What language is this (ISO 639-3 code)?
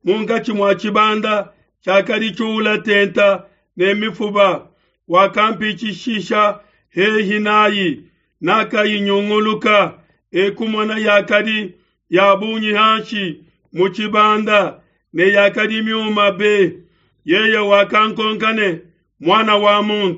lua